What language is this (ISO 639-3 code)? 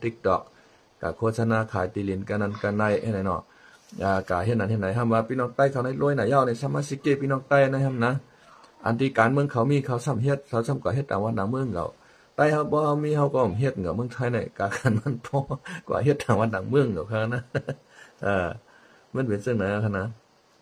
shn